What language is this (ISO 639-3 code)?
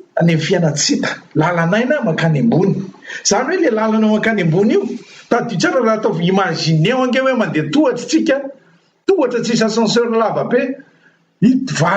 mlg